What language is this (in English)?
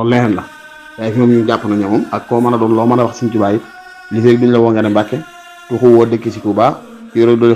Wolof